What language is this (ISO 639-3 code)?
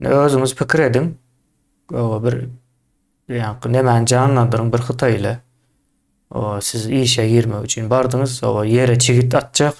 tuk